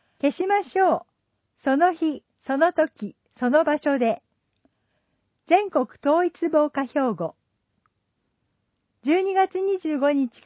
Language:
Japanese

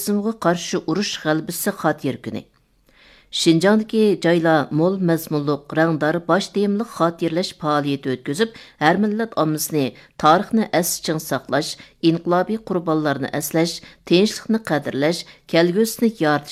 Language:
Uyghur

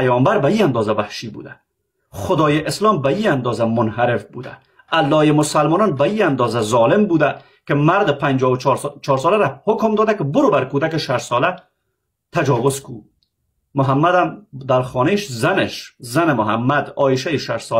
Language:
Persian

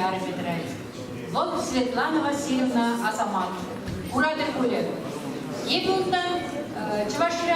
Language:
Chuvash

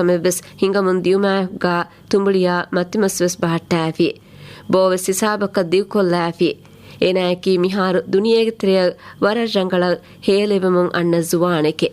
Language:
Divehi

